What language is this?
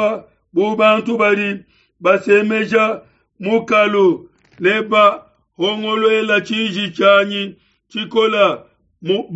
Luba-Lulua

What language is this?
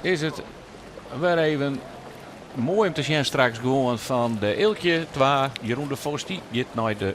Western Frisian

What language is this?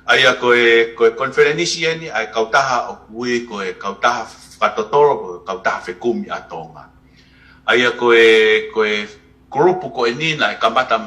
Tongan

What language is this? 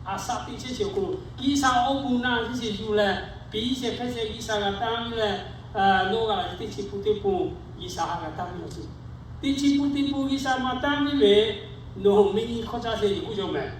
Lahu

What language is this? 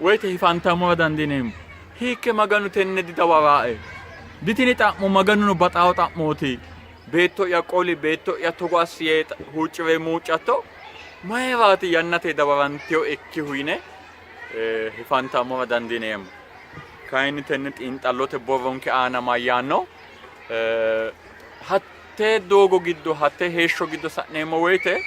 Sidamo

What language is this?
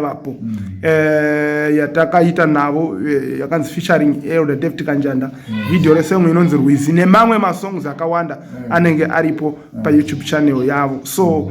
Shona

